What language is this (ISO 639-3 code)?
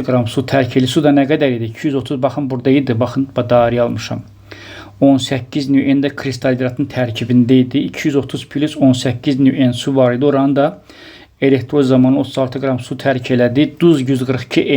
aze